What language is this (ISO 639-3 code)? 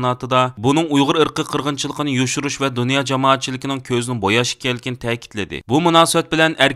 uig